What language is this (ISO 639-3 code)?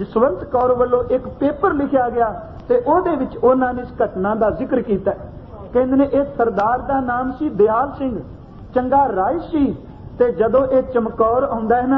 pan